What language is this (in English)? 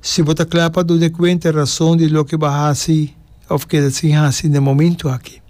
Papiamento